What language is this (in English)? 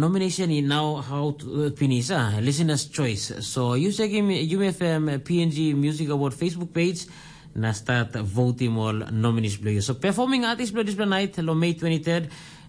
Tok Pisin